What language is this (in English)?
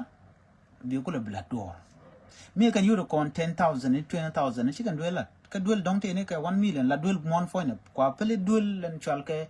Nuer